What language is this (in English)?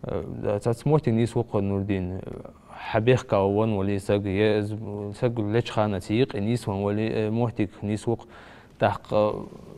Ingush